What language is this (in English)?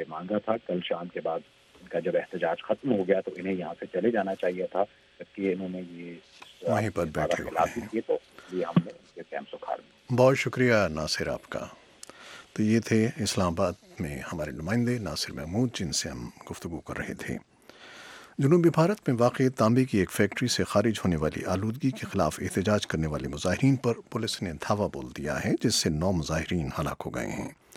Urdu